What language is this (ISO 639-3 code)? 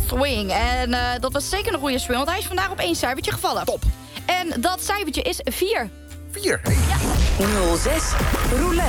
nld